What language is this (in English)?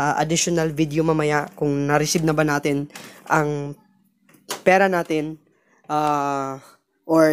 Filipino